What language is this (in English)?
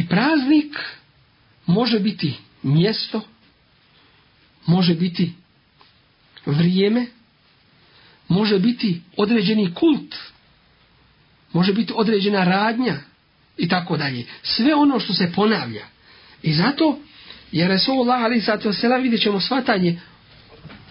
Bosnian